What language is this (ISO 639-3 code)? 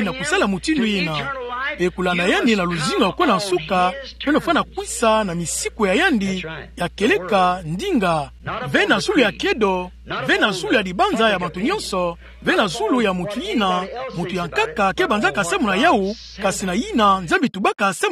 ktu